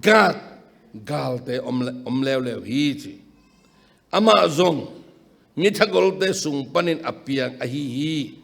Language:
Tedim Chin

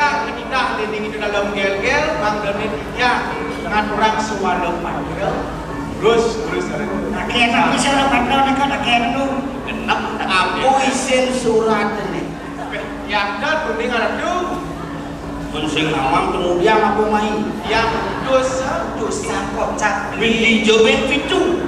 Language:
Balinese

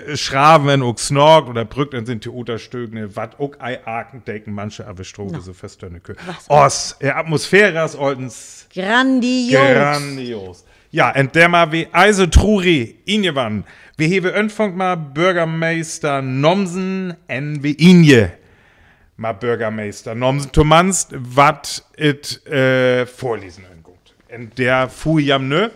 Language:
Northern Frisian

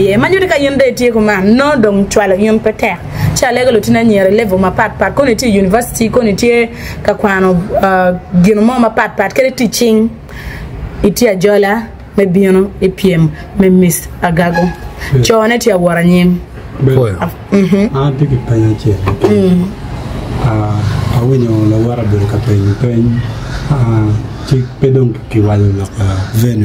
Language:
Acoli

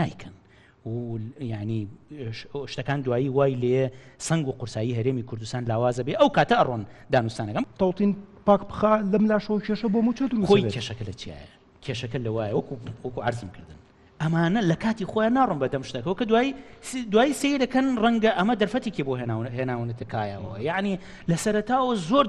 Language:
Central Kurdish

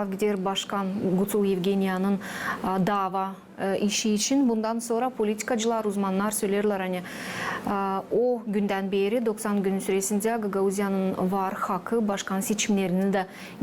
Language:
Gagauz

